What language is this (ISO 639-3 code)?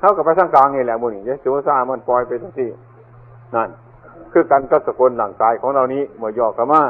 tts